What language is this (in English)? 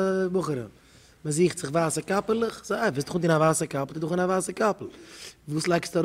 Yiddish